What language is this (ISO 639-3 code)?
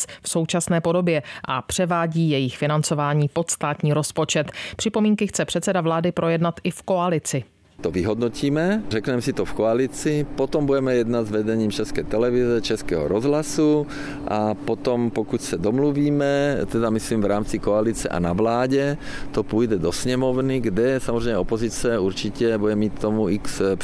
ces